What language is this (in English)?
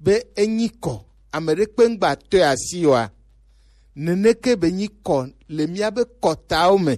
Gen